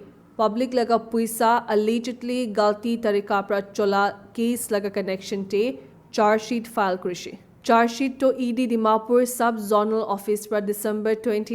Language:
Naga Pidgin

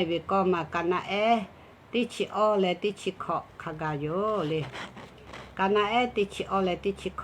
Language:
Lahu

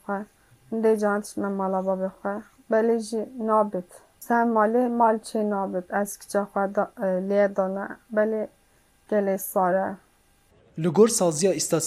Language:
Kurdish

